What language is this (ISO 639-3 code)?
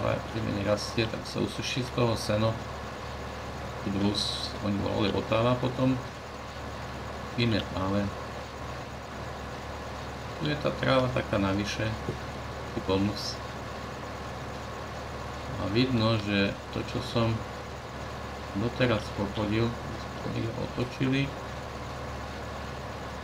slk